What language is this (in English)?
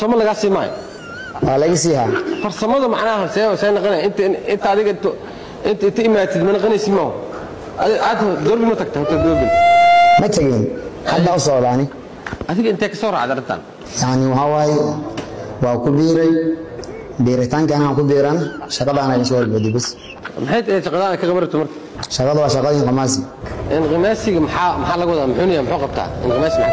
Somali